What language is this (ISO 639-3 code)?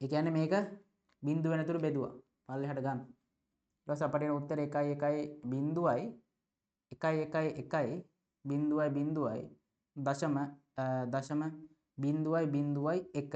sin